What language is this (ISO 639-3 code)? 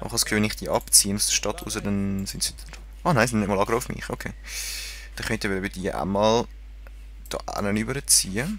gsw